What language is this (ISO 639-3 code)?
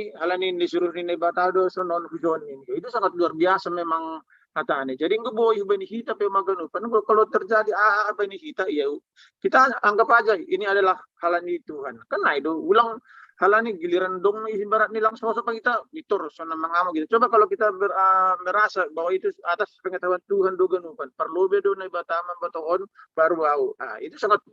bts